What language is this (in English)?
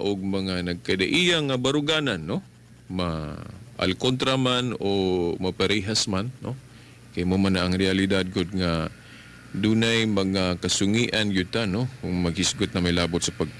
Cebuano